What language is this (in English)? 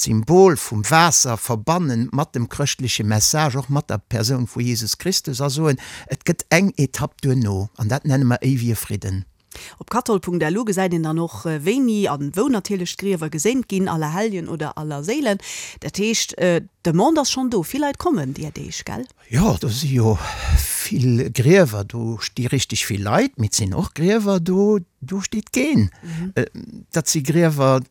Luxembourgish